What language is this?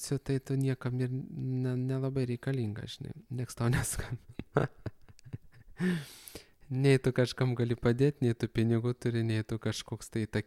Lithuanian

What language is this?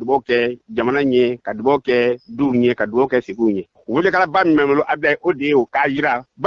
Bambara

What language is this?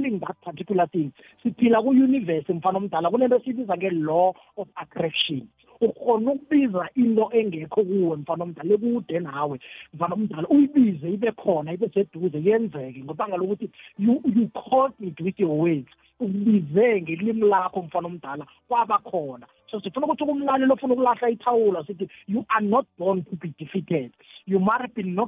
South Ndebele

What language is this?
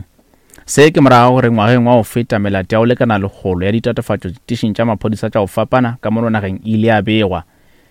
Northern Sotho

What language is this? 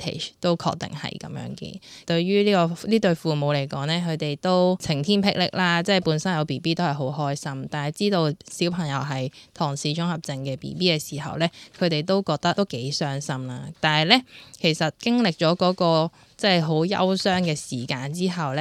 Cantonese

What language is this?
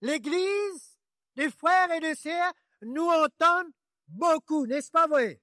Morisyen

